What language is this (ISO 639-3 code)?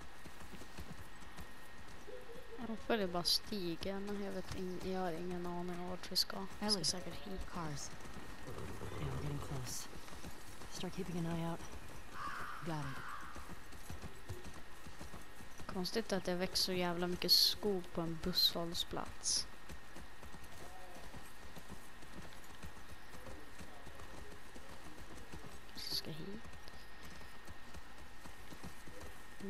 swe